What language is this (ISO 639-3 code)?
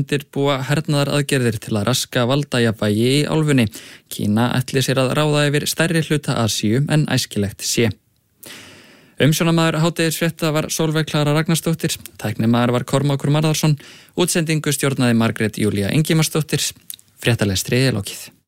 isl